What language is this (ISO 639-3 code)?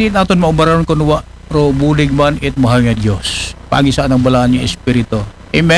akl